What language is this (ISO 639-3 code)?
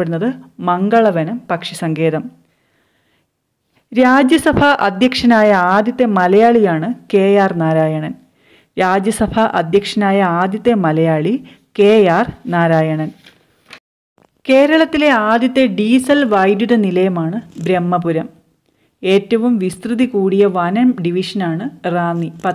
mal